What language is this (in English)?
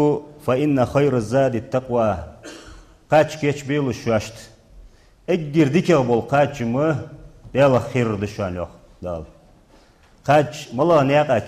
Ingush